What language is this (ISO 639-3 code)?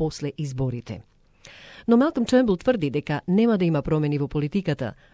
mkd